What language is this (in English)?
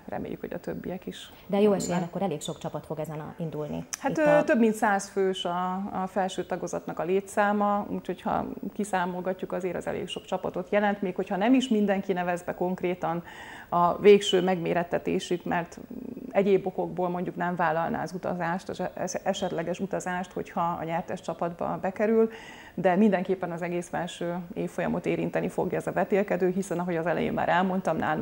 Hungarian